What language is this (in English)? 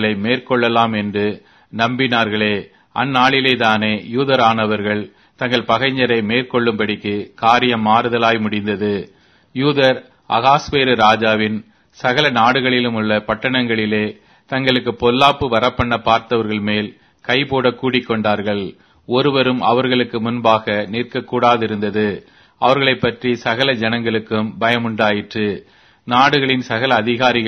Tamil